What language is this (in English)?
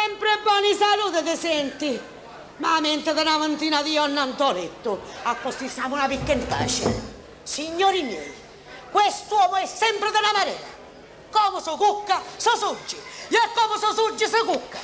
Sicilian